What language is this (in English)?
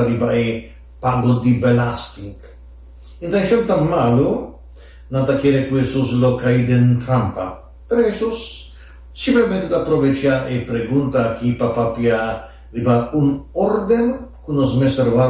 Papiamento